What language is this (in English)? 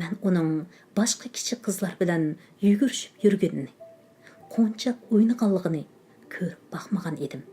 Uyghur